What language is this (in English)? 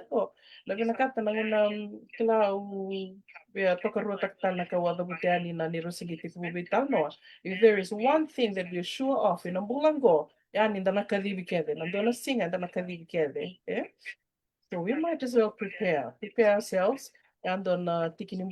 Fijian